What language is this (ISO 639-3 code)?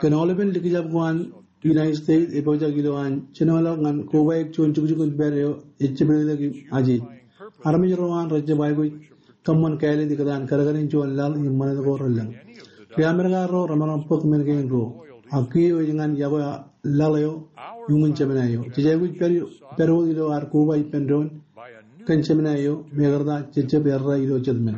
mah